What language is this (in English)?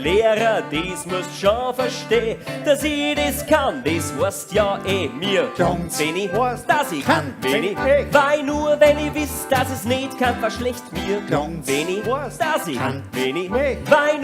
Bavarian